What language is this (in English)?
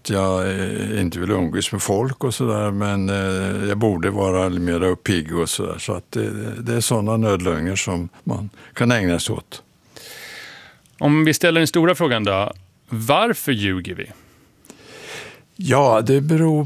Swedish